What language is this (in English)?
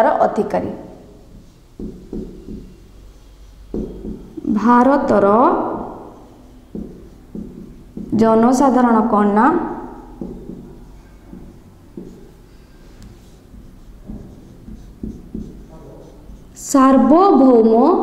Odia